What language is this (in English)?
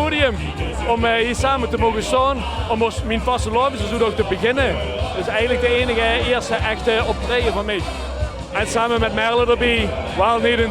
Limburgish